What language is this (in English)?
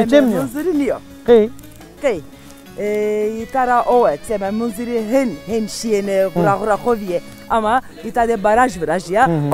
Zaza